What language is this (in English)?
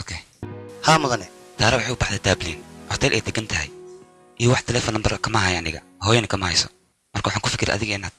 Somali